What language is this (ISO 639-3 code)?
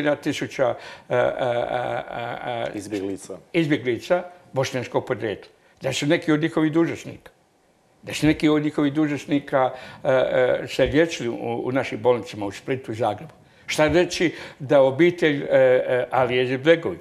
hrv